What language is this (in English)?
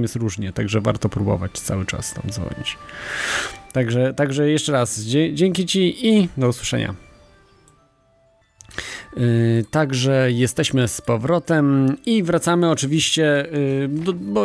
Polish